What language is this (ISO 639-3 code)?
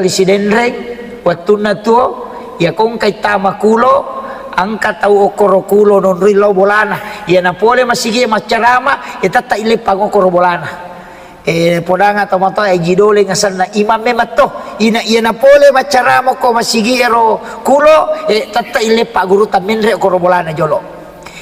bug